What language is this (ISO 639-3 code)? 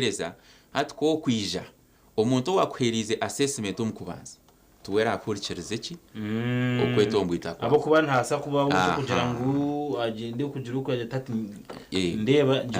nyn